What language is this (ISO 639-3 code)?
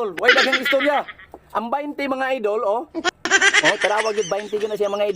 ceb